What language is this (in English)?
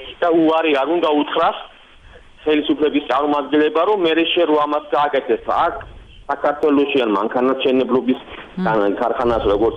Georgian